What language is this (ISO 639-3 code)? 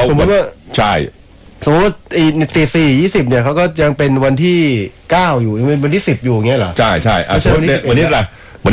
tha